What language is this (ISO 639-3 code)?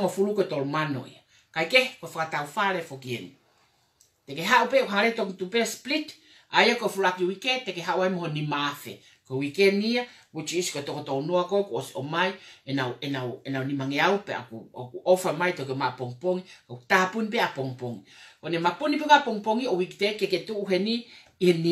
ton